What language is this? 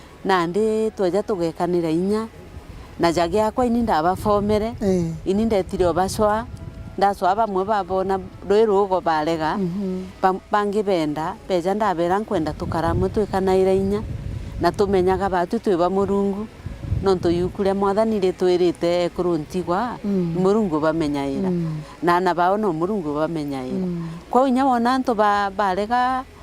Meru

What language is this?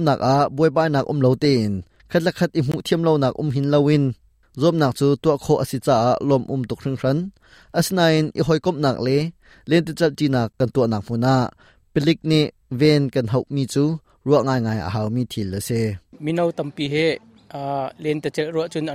Hakha Chin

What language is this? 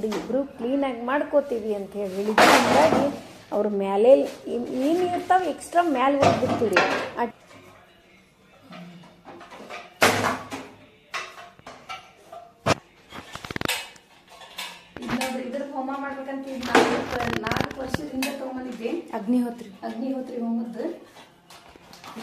Kannada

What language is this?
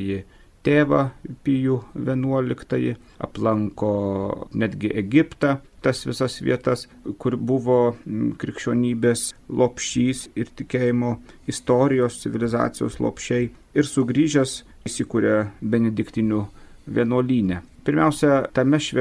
Lithuanian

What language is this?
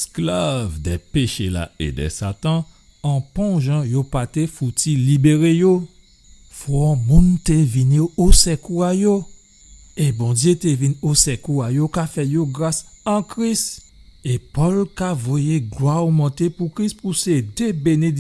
Guadeloupean Creole French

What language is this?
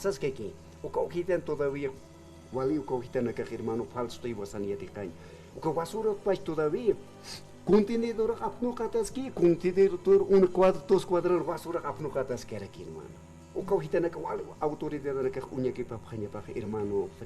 Aymara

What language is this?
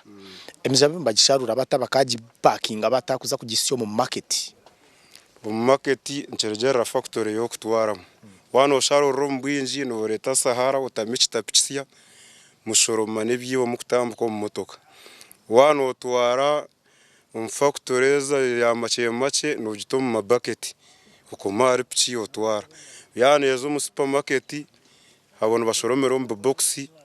Nyankole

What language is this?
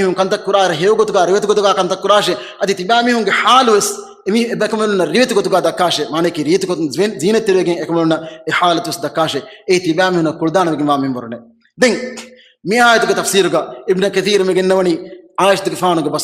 Divehi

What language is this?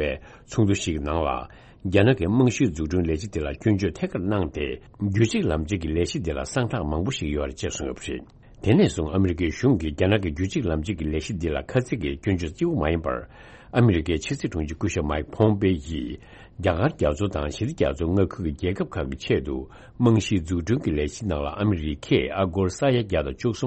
Tibetan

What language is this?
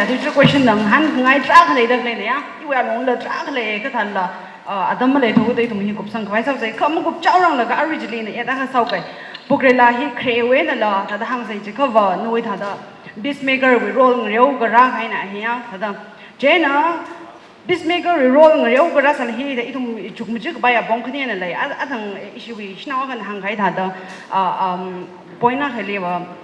Tangkhul Naga (India)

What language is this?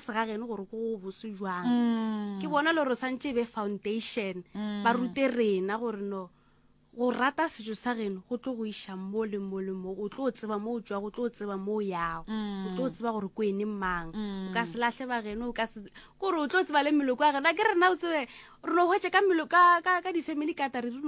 Northern Sotho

